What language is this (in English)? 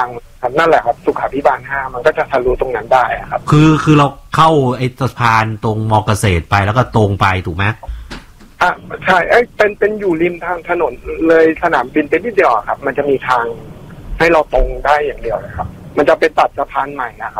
Thai